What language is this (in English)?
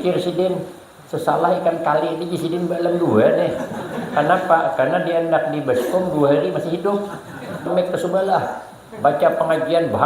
Banjar